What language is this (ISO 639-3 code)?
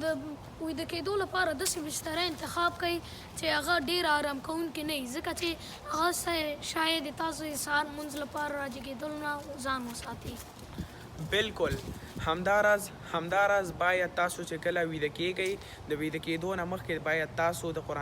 pus